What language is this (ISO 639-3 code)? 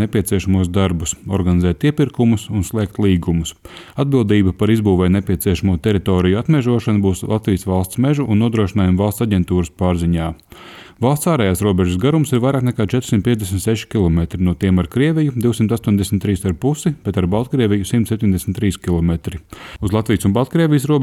lav